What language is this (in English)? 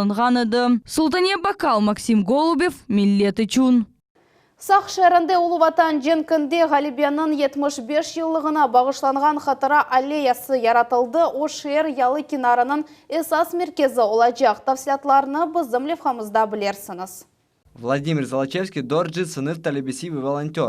Crimean Tatar